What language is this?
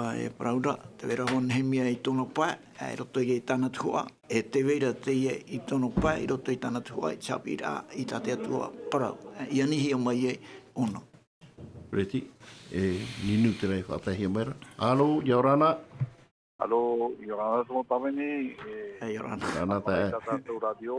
Tahitian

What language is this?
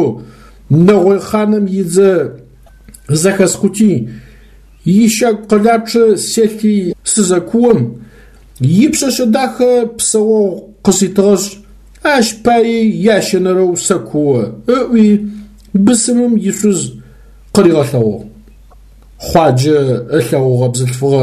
Adyghe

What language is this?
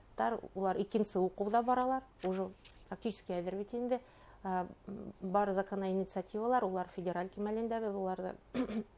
Bashkir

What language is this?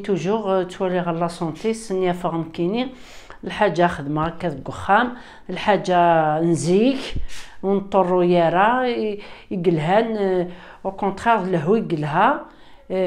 Kabyle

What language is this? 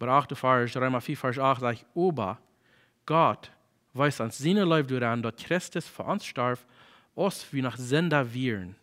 Plautdietsch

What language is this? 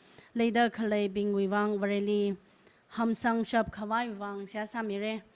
Tangkhul Naga (India)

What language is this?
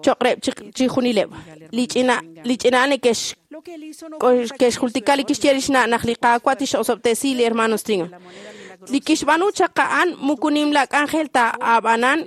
Kekchí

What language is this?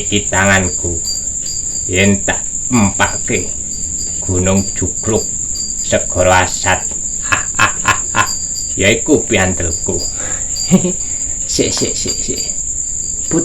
Javanese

